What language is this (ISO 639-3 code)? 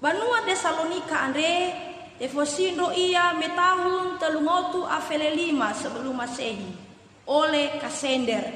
nia